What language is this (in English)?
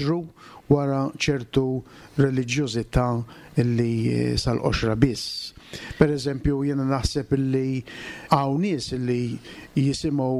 Maltese